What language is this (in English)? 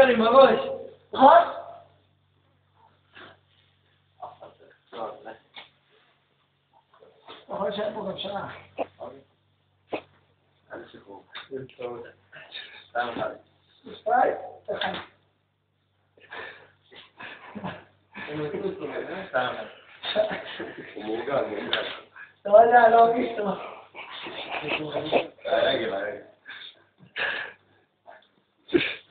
Hebrew